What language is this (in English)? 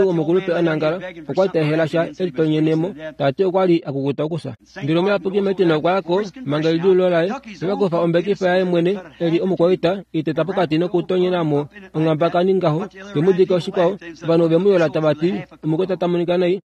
Kuanyama